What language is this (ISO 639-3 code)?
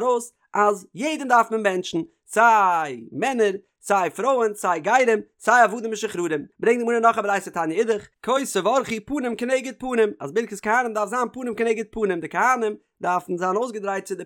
yid